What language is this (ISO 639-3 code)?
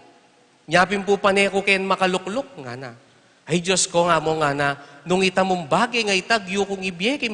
pam